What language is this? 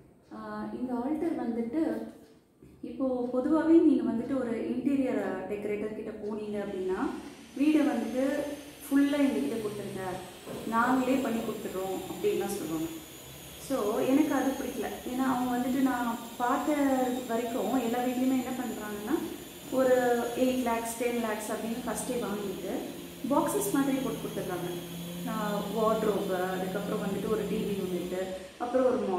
Tamil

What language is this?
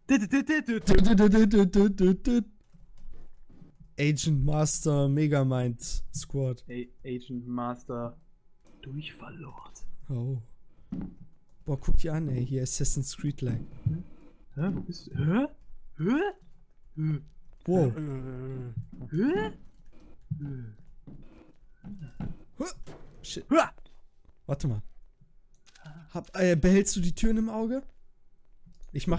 German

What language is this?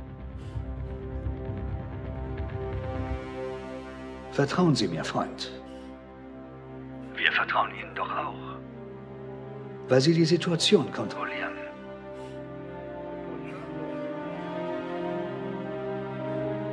German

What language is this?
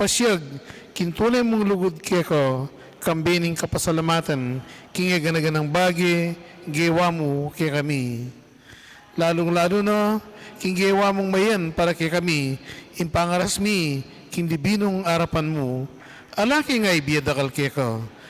Pampanga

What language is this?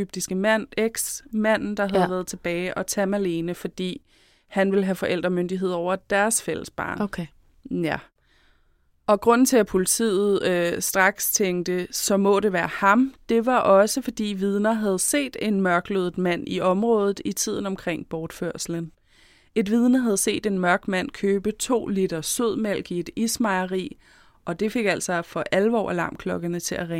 Danish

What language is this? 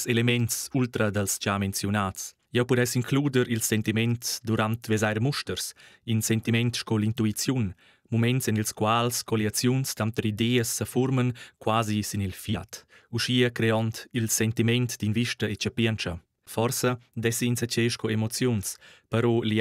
Romansh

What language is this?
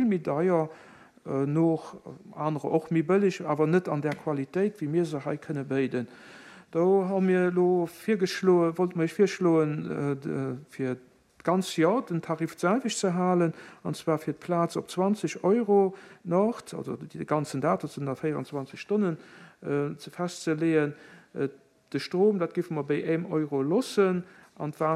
Luxembourgish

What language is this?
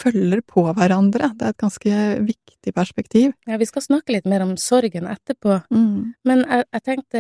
Norwegian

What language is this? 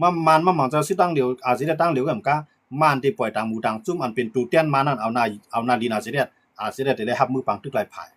Shan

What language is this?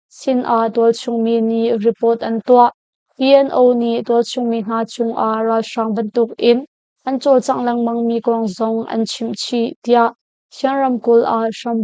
Hakha Chin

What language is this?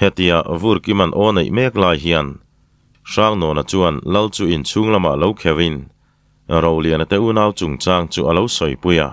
Mizo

